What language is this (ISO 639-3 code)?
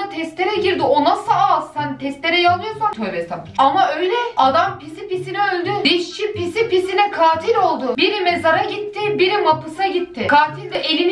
tur